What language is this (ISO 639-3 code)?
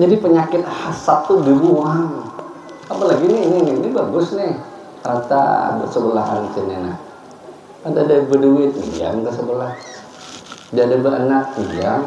bjn